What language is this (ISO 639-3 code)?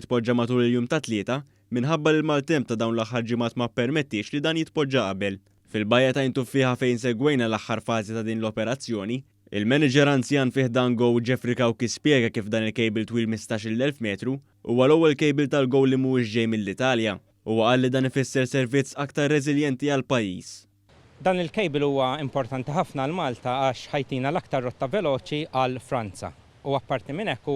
mlt